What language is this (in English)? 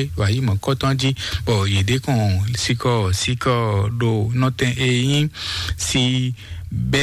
Fon